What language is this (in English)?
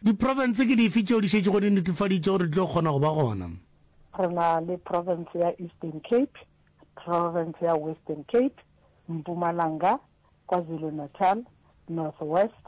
Northern Sotho